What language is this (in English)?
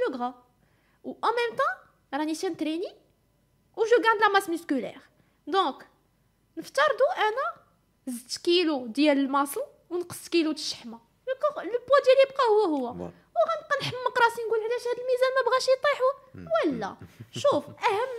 Moroccan Arabic